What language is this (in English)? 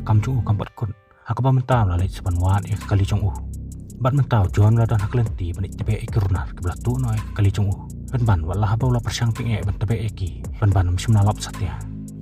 Khasi